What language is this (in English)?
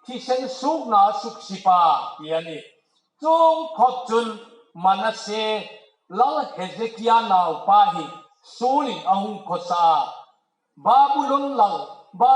Hmar